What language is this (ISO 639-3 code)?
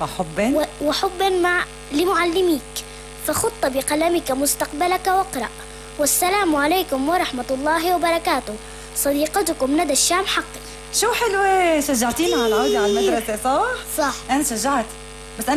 apc